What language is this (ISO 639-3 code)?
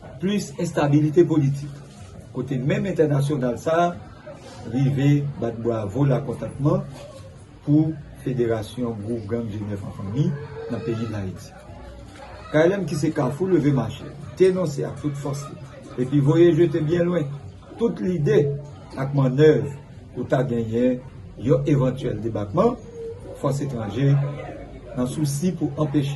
hat